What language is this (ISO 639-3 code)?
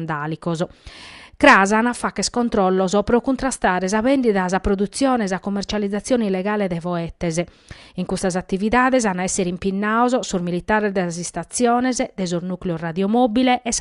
srd